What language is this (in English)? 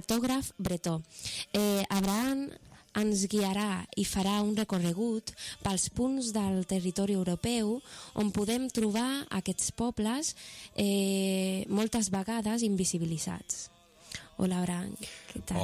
Catalan